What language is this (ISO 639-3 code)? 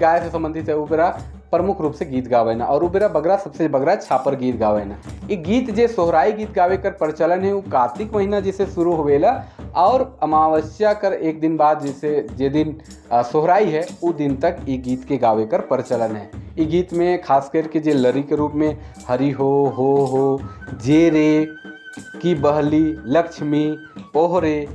sck